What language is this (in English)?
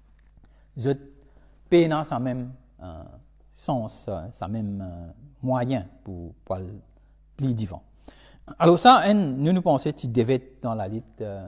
Morisyen